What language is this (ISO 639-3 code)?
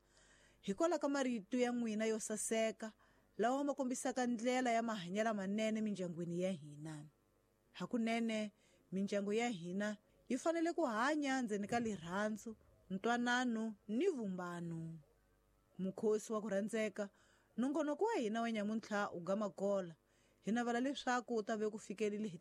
tso